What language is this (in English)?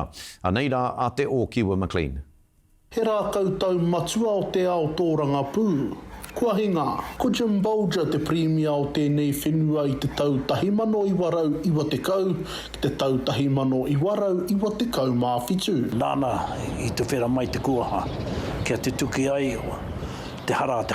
Māori